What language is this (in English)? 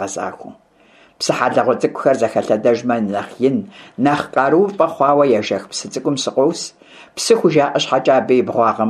Kabardian